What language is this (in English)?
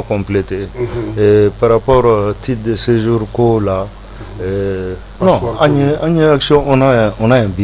Bambara